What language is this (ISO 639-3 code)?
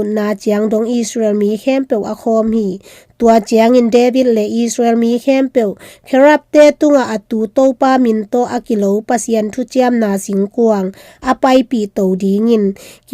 ctd